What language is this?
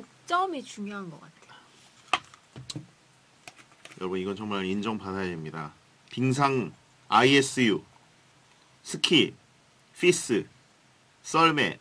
Korean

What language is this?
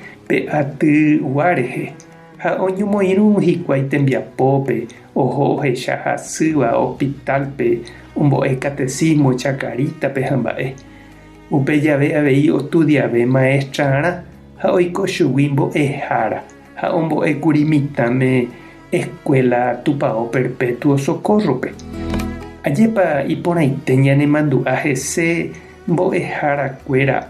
Guarani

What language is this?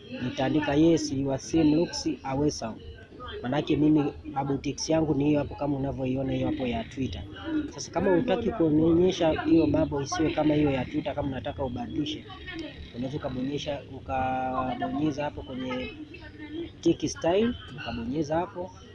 Swahili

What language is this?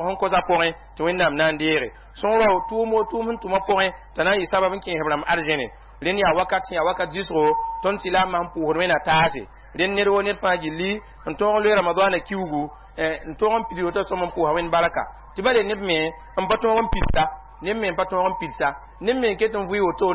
Mossi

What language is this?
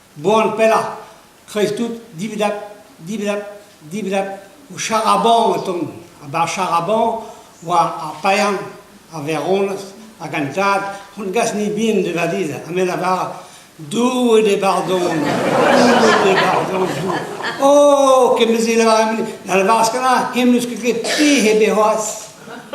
Breton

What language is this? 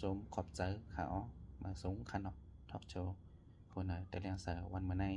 Shan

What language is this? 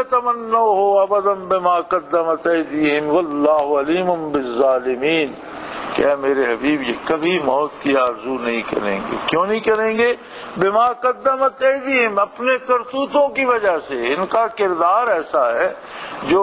Urdu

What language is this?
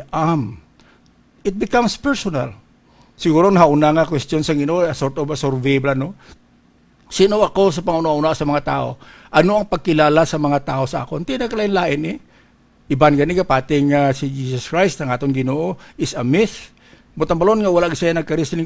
Hiligaynon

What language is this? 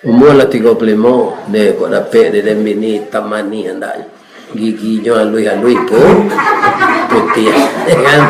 Minangkabau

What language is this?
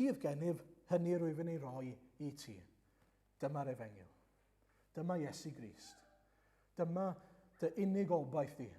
Welsh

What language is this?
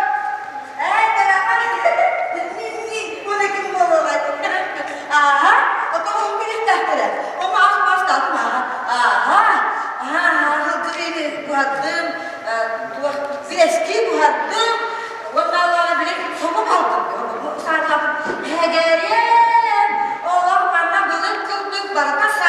Yakut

